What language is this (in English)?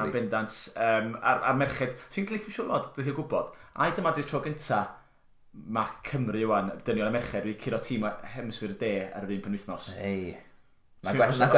Welsh